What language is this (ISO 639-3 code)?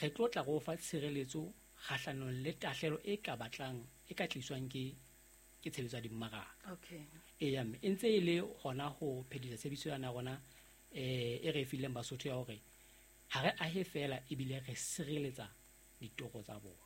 sot